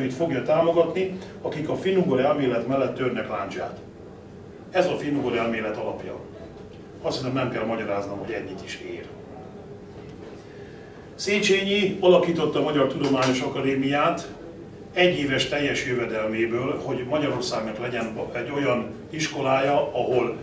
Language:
Hungarian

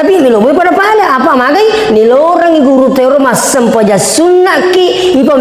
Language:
Buginese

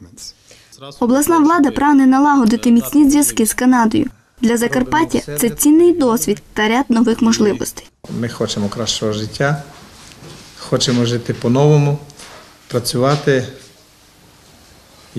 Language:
Ukrainian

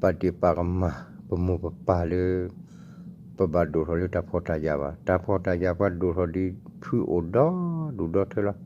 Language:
S'gaw Karen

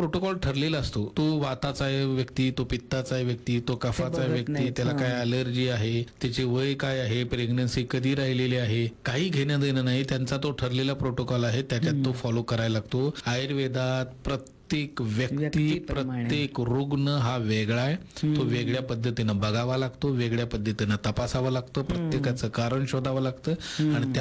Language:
Marathi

